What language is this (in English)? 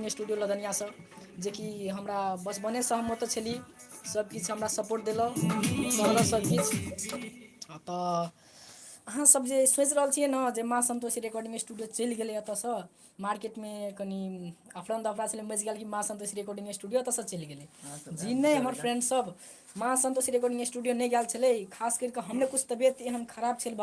Maithili